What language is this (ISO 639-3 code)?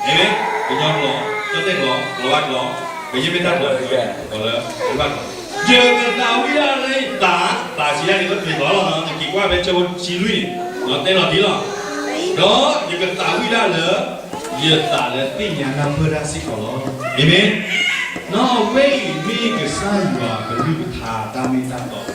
ksw